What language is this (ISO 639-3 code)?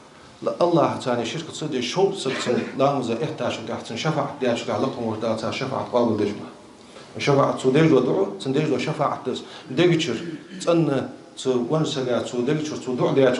inh